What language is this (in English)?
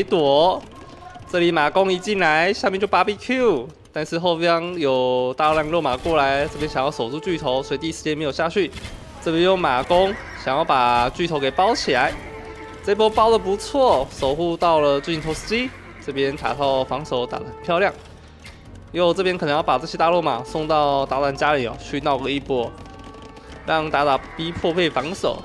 Chinese